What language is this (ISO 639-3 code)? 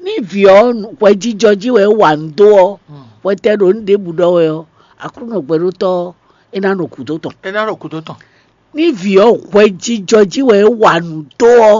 fon